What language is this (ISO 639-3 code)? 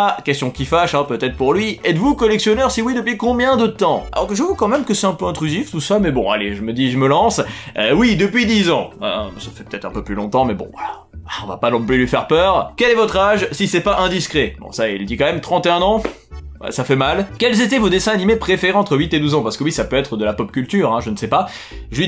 fra